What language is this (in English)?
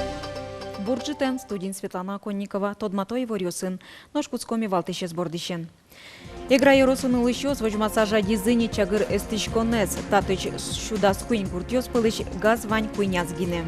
Udmurt